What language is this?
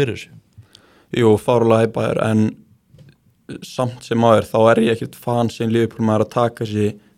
Icelandic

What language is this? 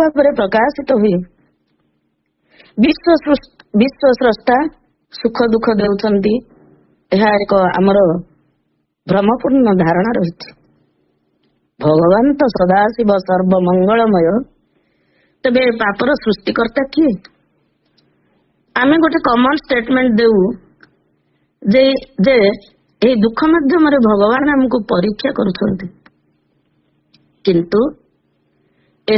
Odia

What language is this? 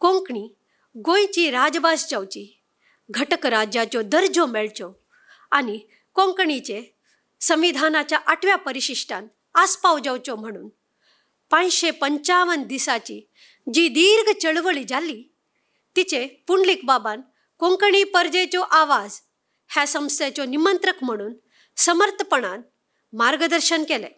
Konkani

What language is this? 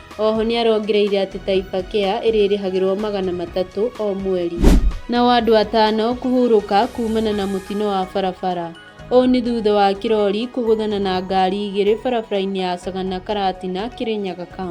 Kikuyu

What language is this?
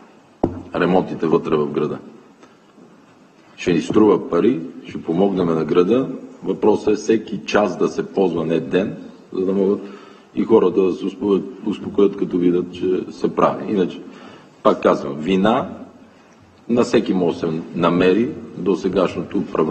Bulgarian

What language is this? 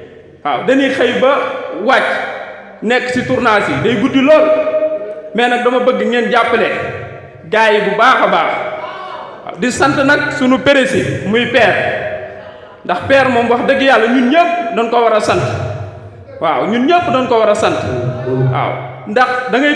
Wolof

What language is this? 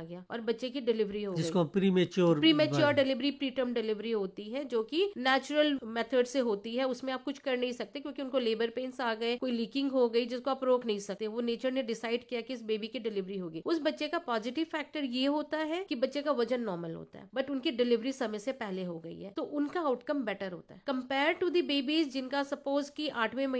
Hindi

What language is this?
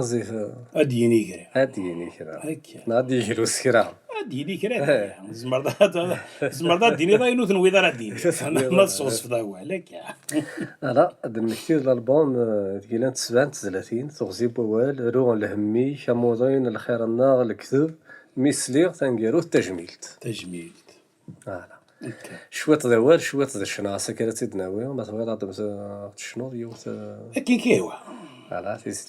Kabyle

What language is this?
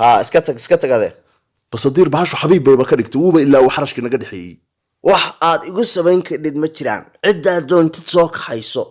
Somali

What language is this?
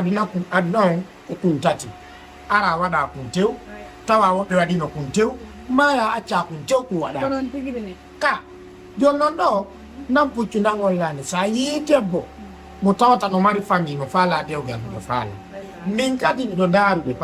Fula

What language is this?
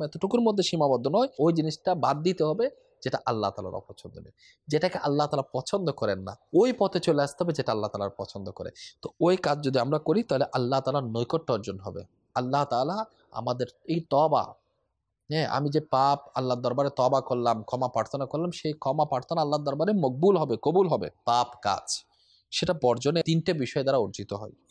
Bangla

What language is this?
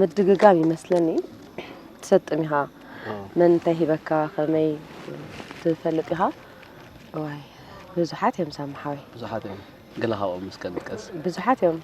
Tigrinya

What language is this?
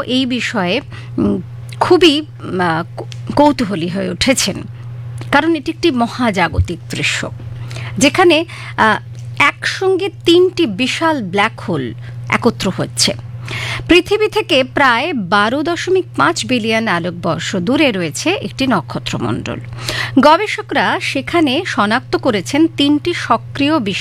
Bangla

